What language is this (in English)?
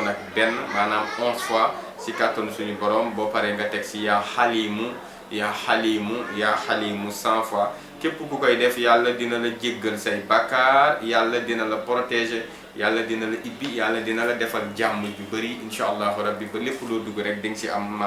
Wolof